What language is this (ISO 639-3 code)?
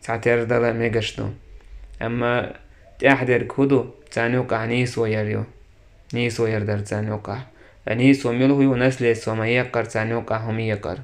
che